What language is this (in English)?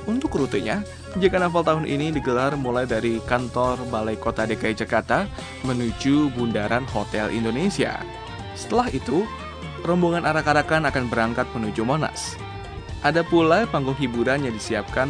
Indonesian